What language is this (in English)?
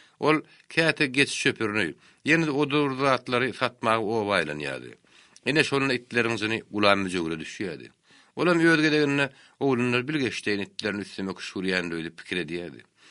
Turkmen